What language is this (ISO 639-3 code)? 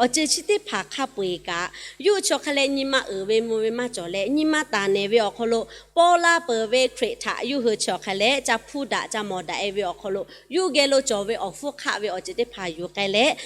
lhu